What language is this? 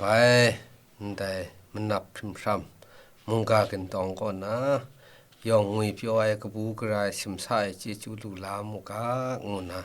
Kachin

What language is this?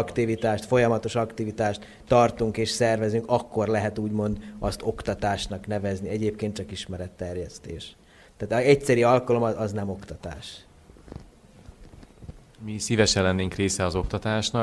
Hungarian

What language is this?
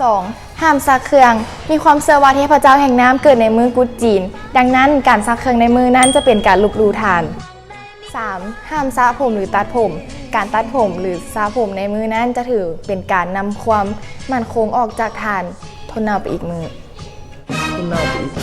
Lao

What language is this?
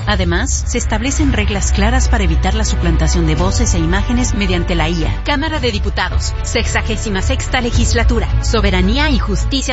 Spanish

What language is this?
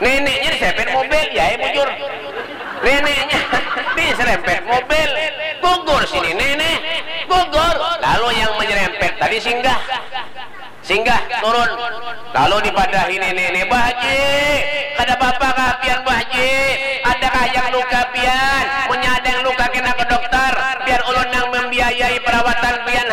Banjar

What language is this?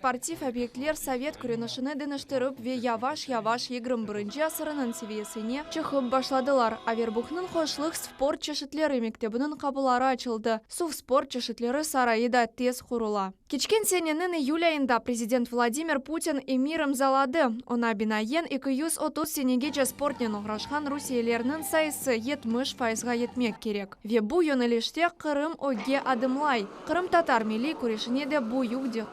Crimean Tatar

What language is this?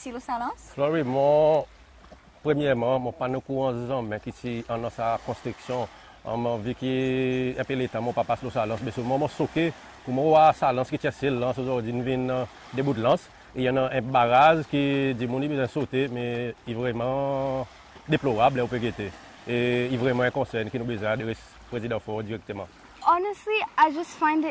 Seselwa Creole French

